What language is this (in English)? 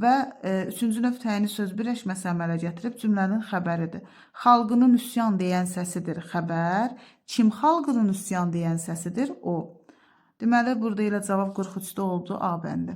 Azerbaijani